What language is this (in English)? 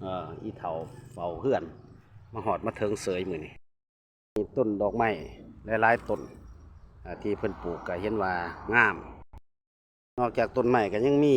Lao